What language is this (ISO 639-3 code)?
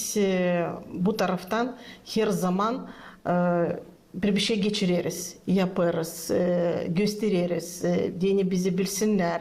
gag